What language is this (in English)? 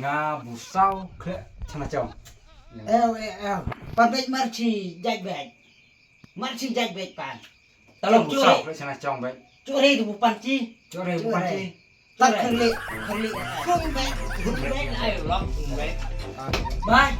Khasi